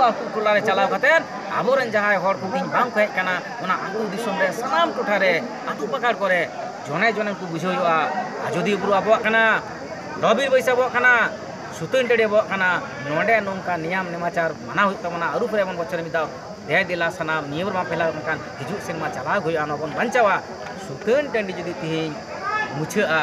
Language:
Santali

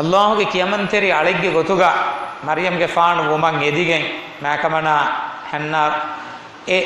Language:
Divehi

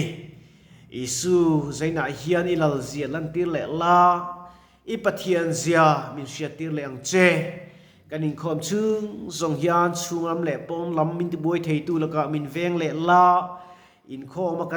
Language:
Mizo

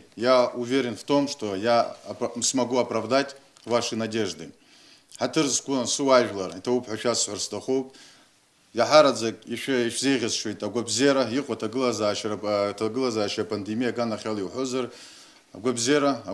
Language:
Abkhazian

